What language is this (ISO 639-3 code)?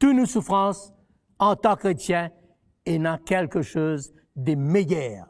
mfe